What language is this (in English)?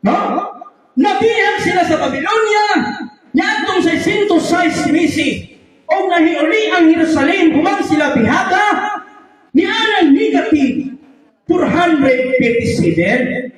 Cebuano